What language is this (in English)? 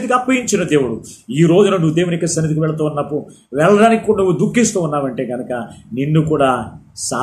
Telugu